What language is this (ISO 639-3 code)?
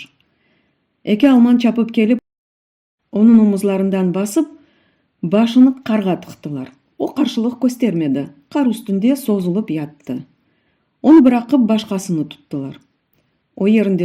crh